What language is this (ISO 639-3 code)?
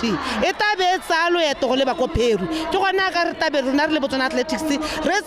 tsn